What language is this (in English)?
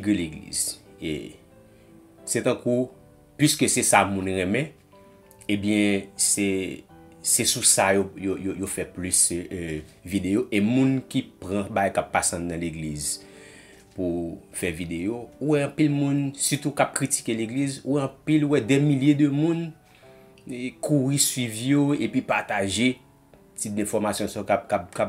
Haitian Creole